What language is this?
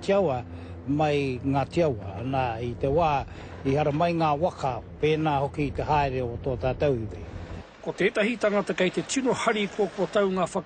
Māori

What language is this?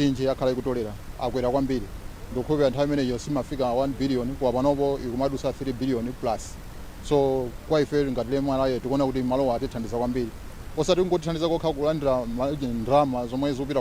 Nyanja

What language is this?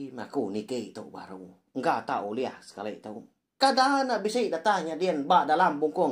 Iban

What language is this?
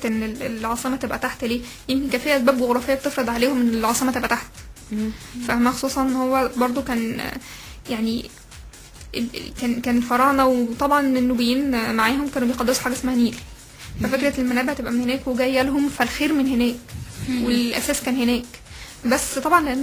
Egyptian Arabic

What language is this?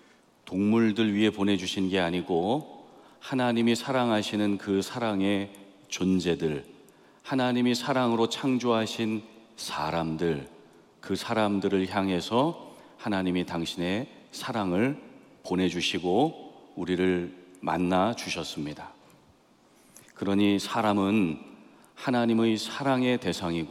Korean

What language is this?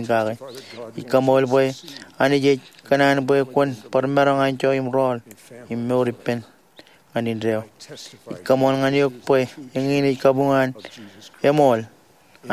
Marshallese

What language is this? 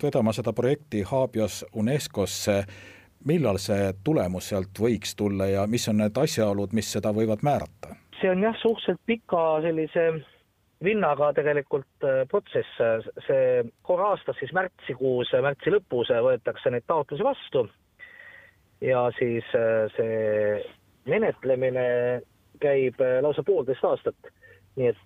Estonian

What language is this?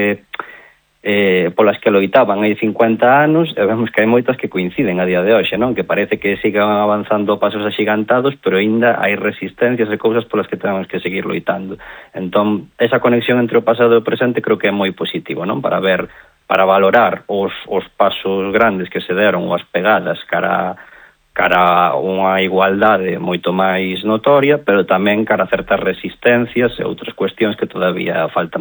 Galician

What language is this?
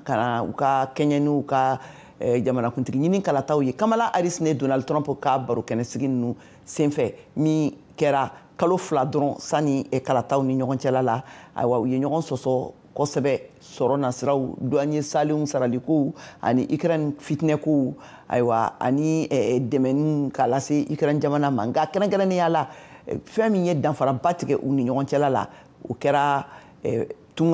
Bambara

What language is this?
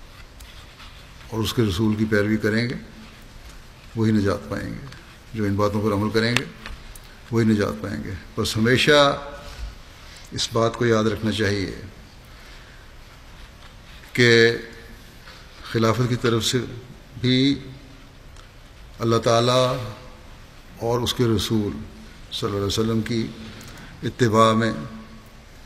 Urdu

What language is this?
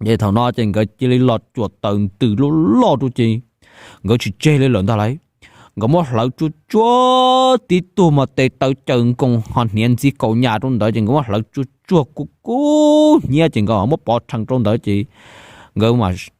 Hmong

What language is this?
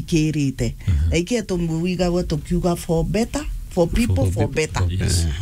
Meru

